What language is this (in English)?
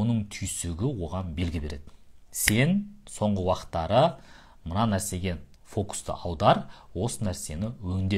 Kazakh